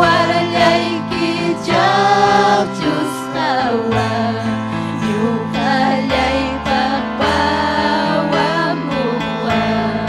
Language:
Ayacucho Quechua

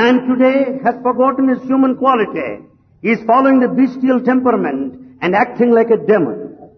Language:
Telugu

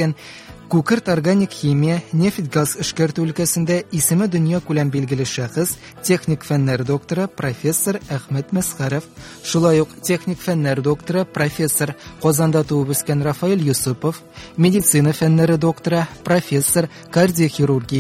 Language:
Tatar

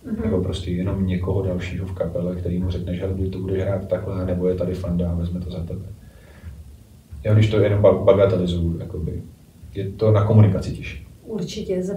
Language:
Czech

